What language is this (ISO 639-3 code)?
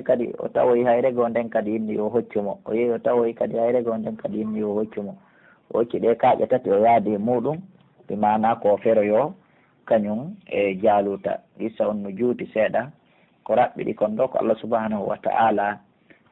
fuf